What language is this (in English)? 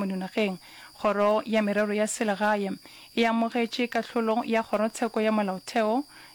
Northern Sotho